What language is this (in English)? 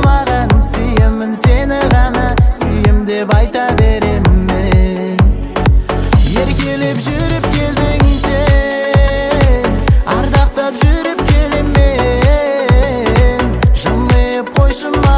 Kazakh